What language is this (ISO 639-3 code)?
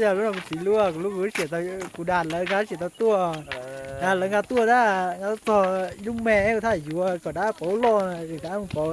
hmn